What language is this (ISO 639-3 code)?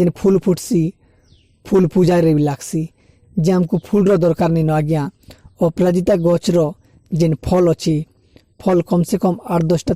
ori